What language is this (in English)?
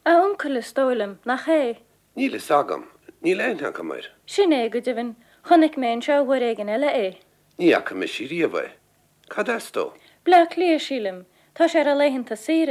Irish